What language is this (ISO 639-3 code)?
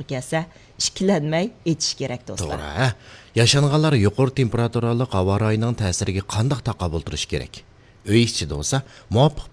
uig